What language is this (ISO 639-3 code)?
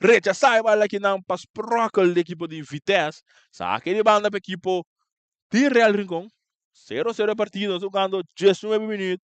pap